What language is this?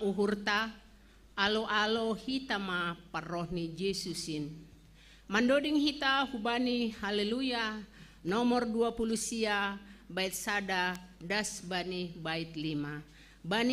Batak Simalungun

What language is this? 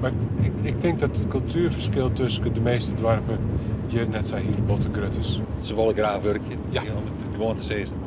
Western Frisian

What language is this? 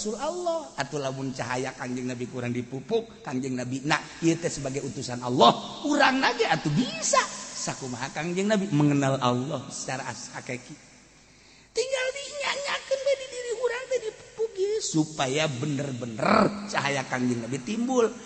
Sundanese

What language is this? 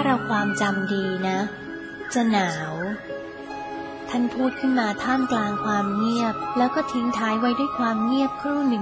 Thai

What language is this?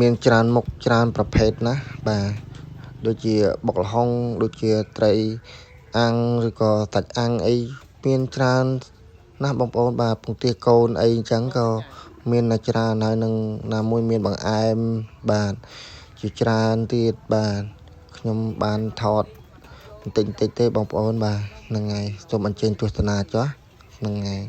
Khmer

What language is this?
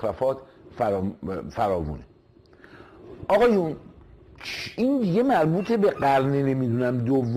Persian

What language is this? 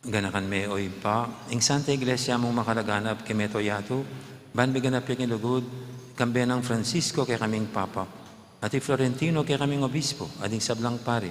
Pampanga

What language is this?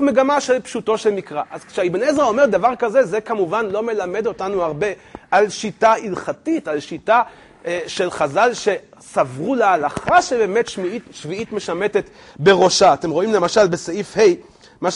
Hebrew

